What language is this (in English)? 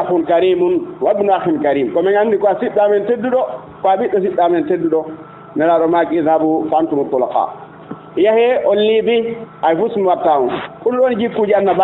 Fula